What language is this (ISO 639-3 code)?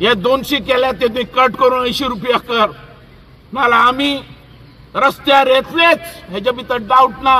kok